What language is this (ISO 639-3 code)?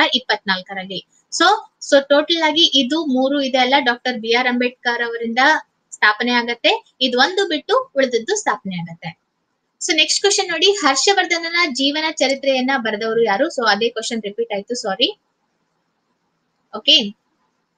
kan